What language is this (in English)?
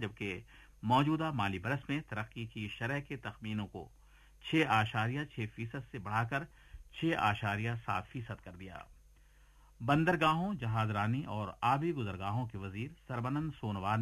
Urdu